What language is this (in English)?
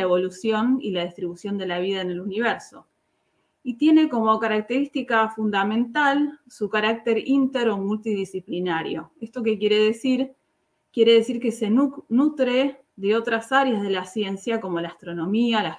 Spanish